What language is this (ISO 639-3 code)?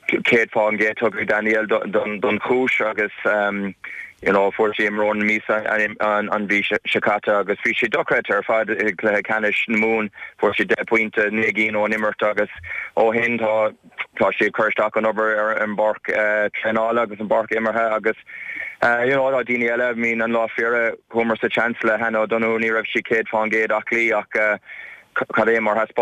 gle